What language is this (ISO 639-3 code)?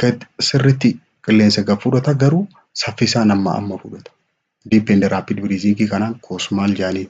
orm